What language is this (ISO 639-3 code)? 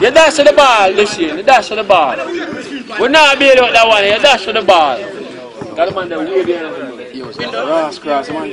jam